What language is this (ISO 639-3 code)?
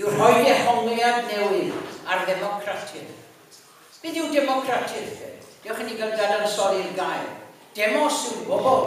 cym